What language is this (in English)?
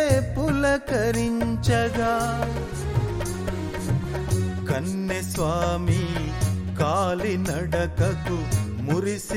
Telugu